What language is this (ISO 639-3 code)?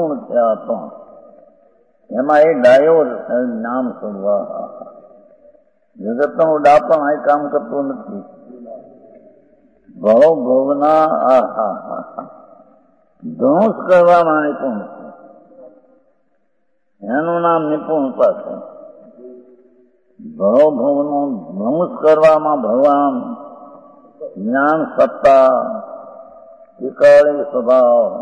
guj